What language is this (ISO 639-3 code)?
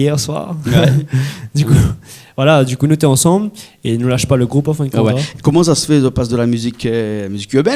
rcf